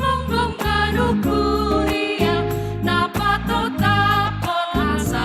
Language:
Batak Simalungun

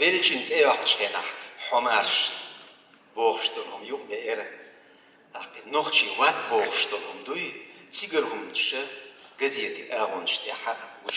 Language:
Chechen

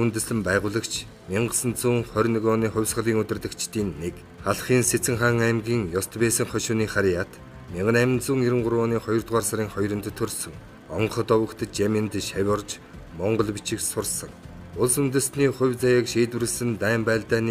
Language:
Mongolian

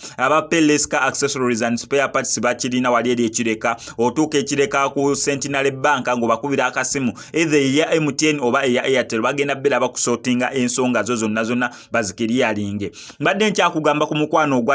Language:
Ganda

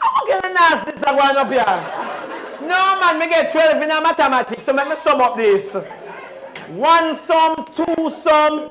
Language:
Jamaican Creole English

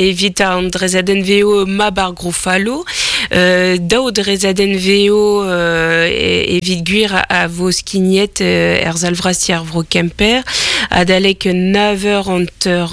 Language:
Breton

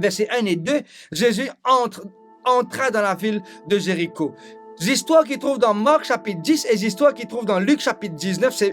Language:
Morisyen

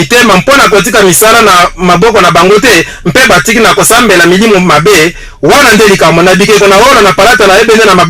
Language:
Lingala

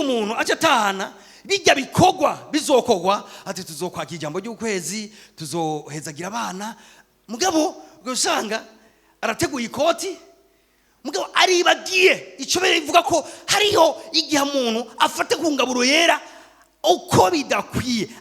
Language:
Rundi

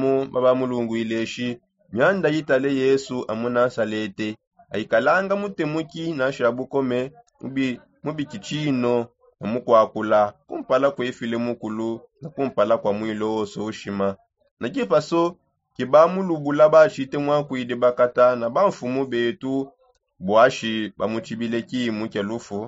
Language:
Songe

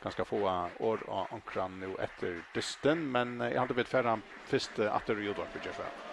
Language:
Faroese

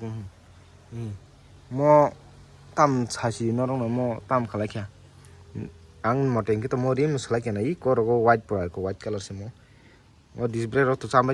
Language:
Kok Borok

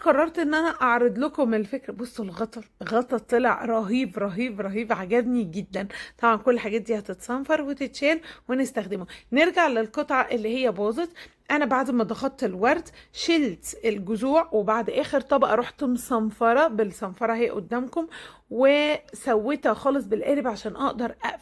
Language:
Egyptian Arabic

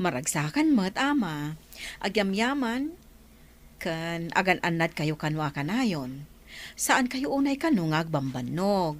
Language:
Iloko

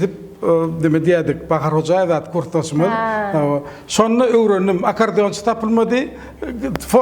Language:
Turkmen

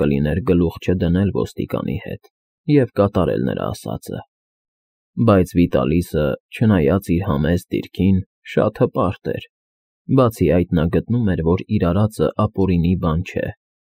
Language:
Armenian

